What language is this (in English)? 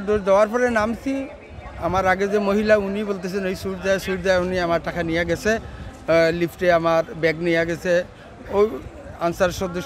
Sylheti